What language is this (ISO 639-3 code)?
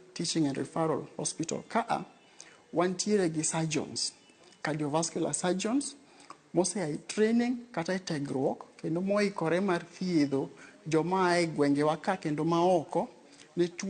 luo